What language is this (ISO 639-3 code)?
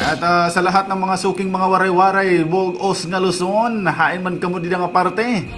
war